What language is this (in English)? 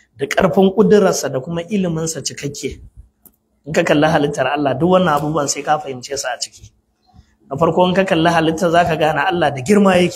Hausa